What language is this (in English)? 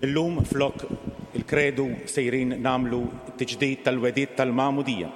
Maltese